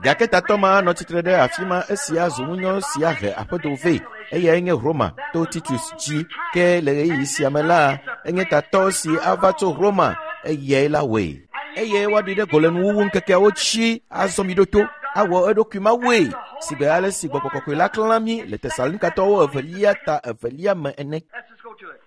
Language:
Ewe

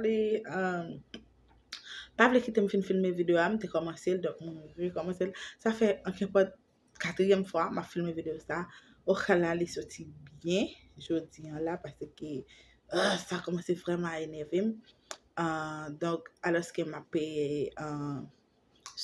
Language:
Haitian Creole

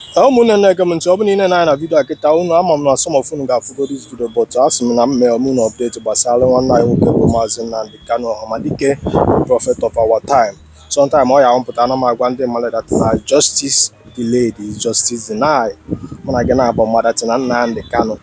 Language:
Igbo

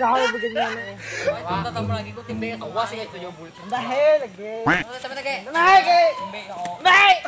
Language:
Banjar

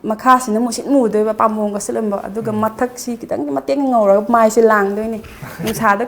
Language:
Manipuri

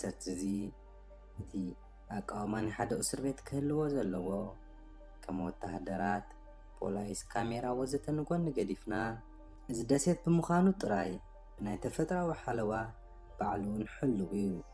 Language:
Tigrinya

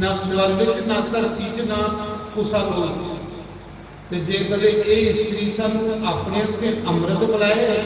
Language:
Dogri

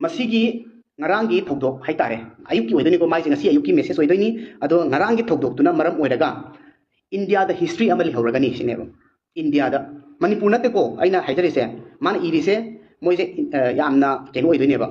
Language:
Manipuri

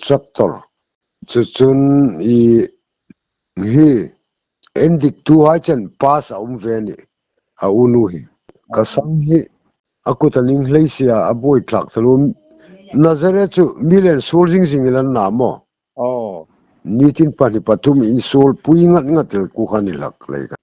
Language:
Hmar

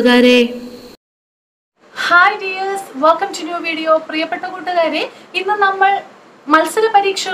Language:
Malayalam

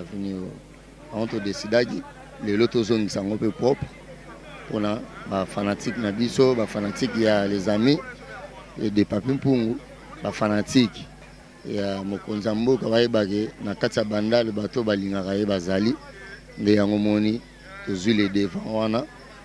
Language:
Lingala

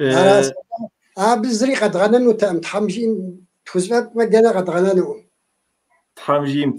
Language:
Kabardian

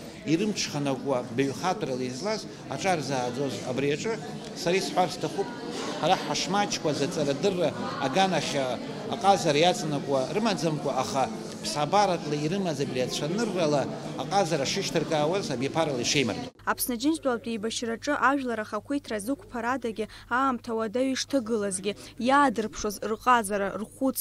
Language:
Abkhazian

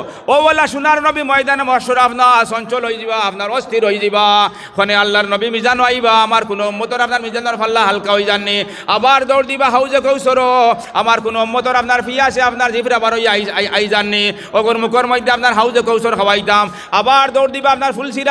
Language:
Sylheti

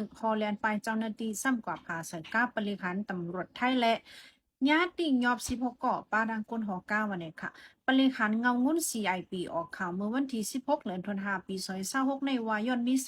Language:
Shan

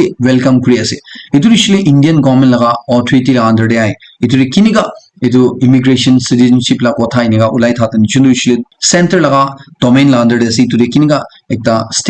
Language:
Naga Pidgin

